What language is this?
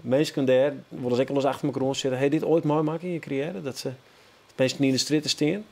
Western Frisian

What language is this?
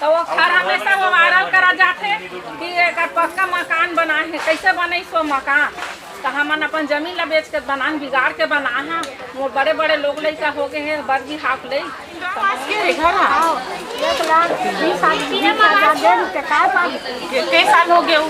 Chhattisgarhi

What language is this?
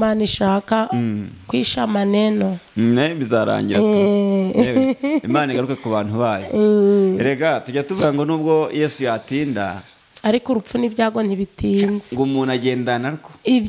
Kinyarwanda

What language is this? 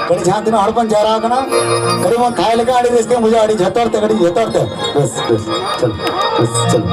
Santali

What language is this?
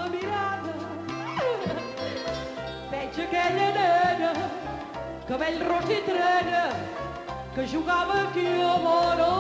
Catalan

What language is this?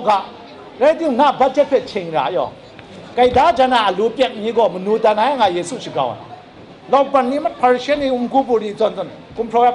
Kachin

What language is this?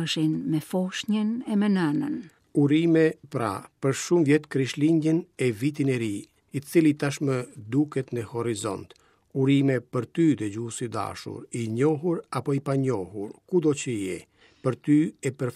Albanian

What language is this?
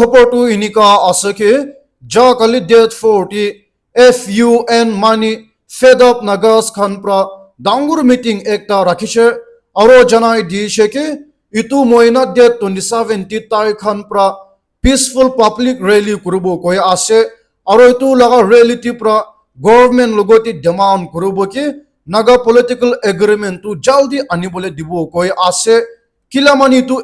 Naga Pidgin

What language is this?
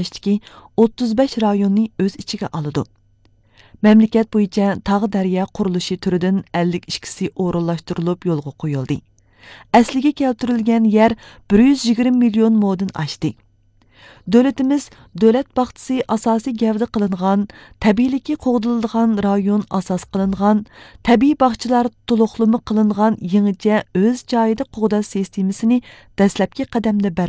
Uyghur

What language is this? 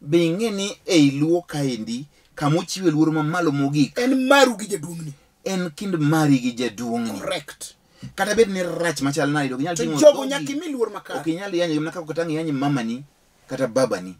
Luo (Kenya and Tanzania)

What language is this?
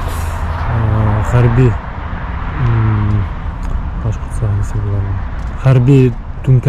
Bashkir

